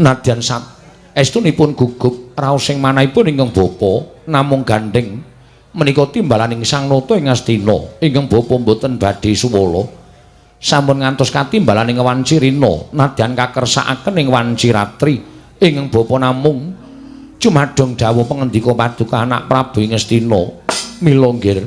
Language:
Javanese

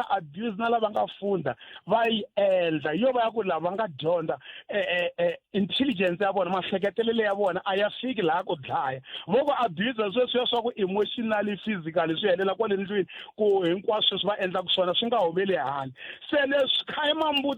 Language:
Tsonga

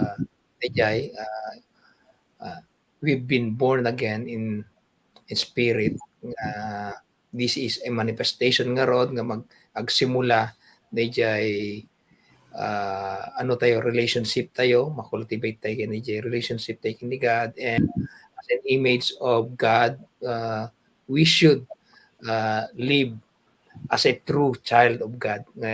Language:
Iloko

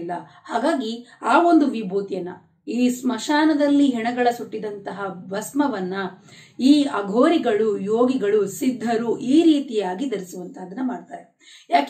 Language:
Kannada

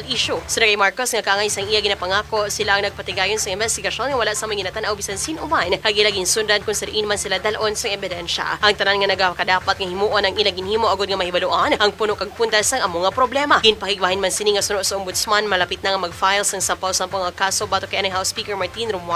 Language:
Hiligaynon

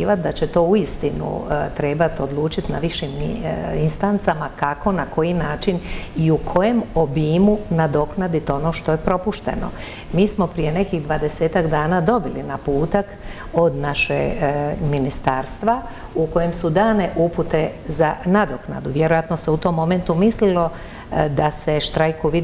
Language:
Croatian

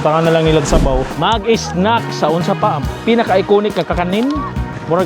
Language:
Cebuano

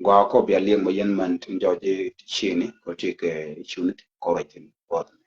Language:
Nuer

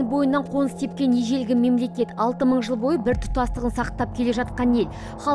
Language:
Kazakh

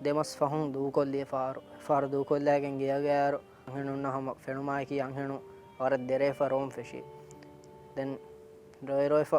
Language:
Divehi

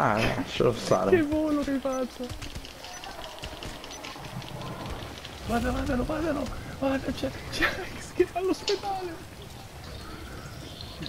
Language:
Italian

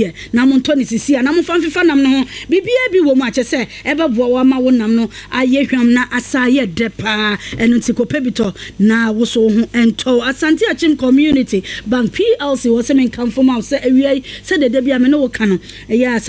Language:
Akan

